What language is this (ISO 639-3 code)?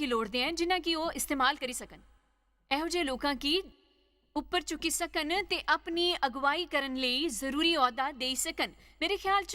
doi